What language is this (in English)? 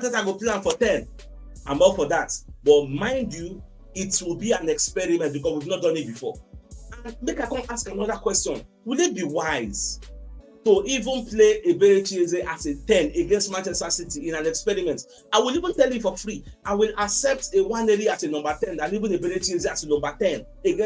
Nigerian Pidgin